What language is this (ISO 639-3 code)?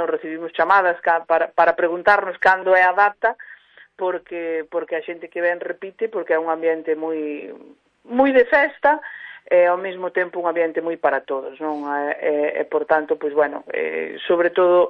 glg